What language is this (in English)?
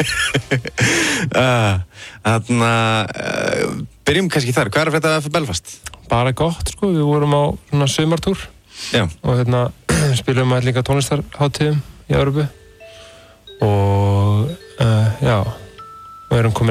Icelandic